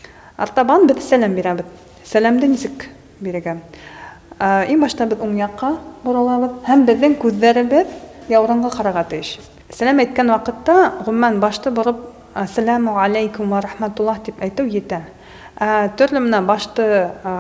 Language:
Bashkir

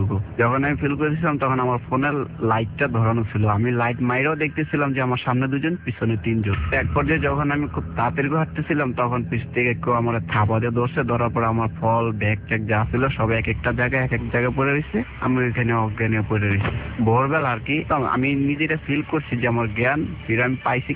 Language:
Bangla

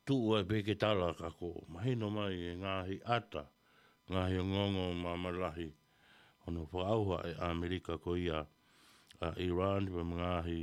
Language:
Tongan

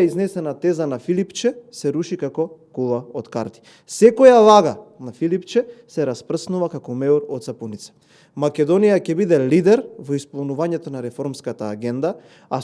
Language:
Macedonian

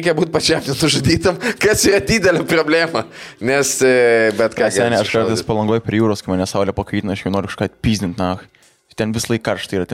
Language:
Lithuanian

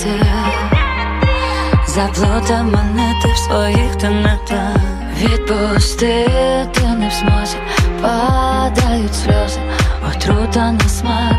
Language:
Ukrainian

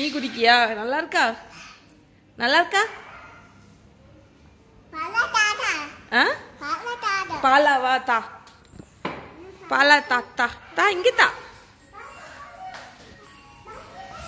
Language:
Tamil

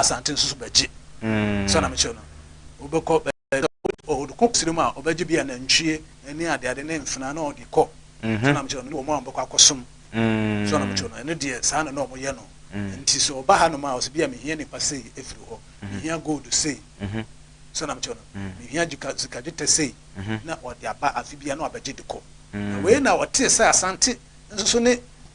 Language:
Akan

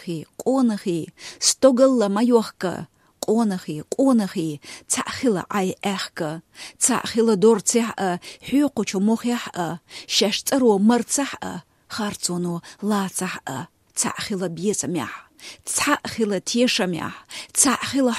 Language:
Chechen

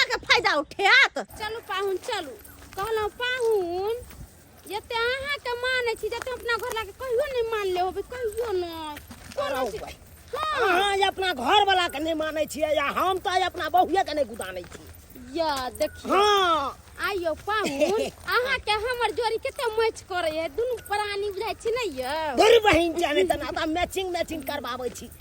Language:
Maithili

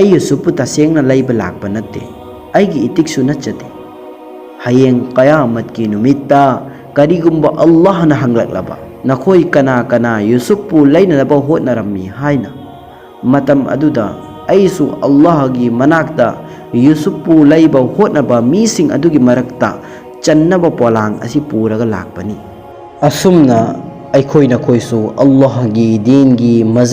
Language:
Manipuri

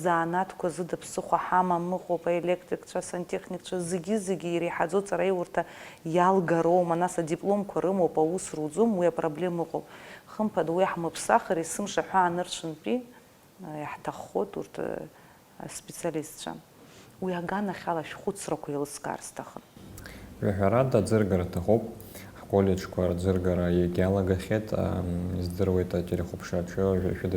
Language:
Abkhazian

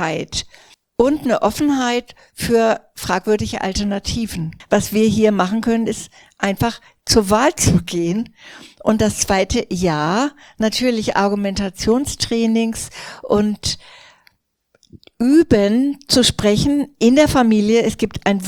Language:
German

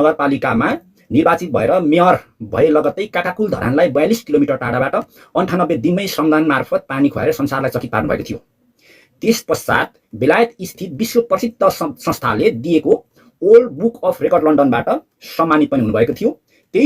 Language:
Nepali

